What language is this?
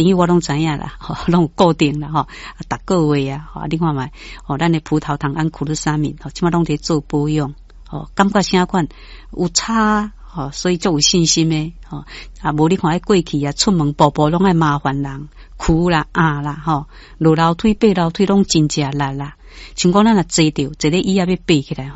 Min Nan Chinese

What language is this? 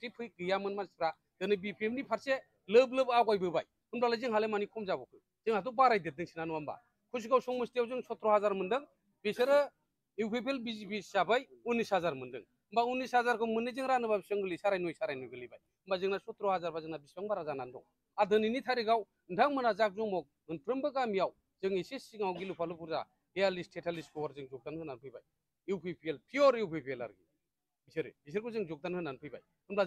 Bodo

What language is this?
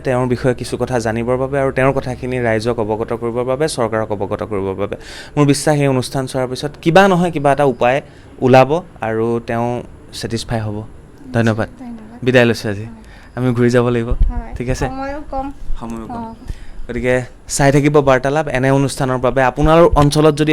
Assamese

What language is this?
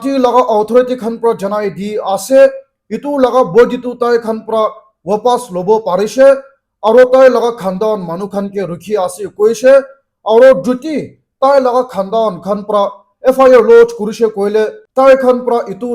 Naga Pidgin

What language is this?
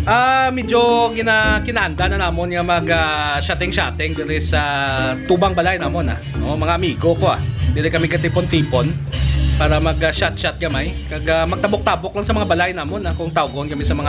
Hiligaynon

